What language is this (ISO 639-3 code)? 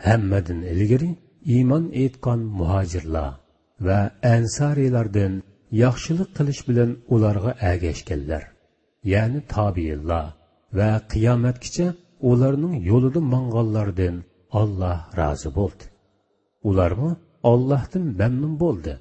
uig